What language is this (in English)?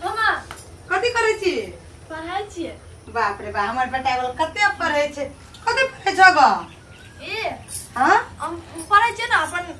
Maithili